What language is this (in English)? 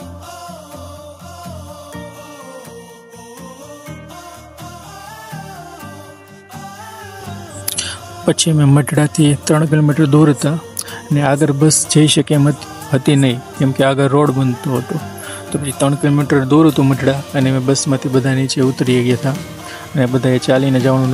Gujarati